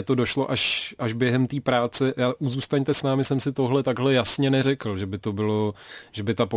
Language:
Czech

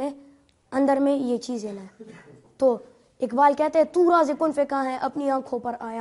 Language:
Urdu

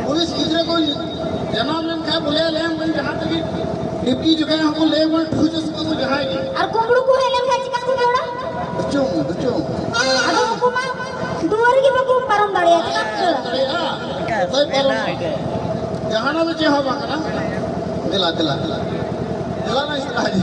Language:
Santali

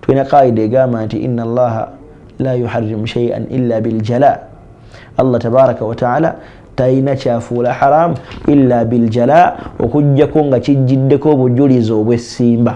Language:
Ganda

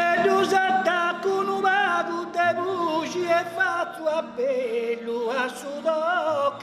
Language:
Sardinian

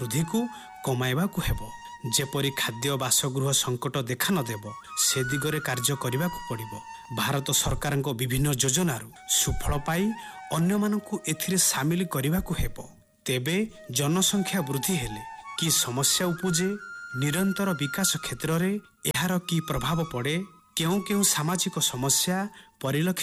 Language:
Odia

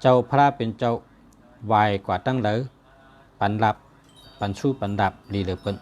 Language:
Shan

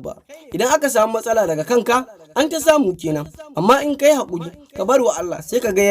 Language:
Hausa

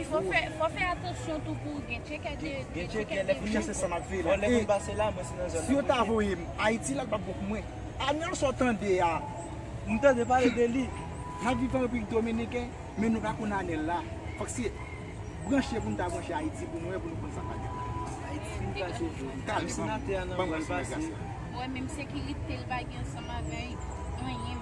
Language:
Haitian Creole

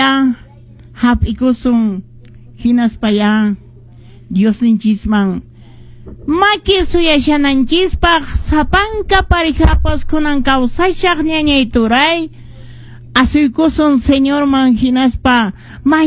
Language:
Quechua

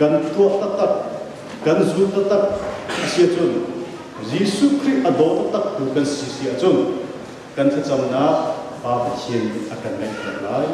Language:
Hakha Chin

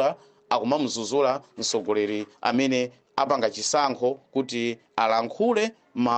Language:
Nyanja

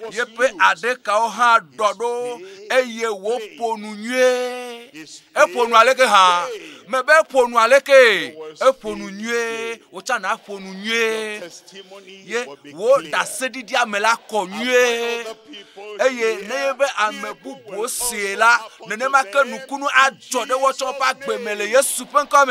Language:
Ewe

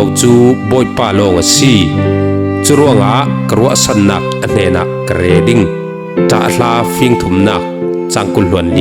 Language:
Falam Chin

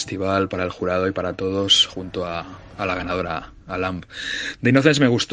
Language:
Catalan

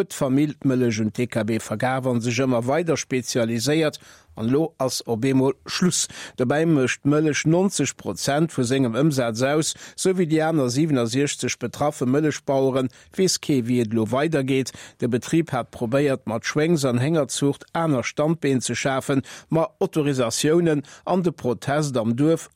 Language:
Luxembourgish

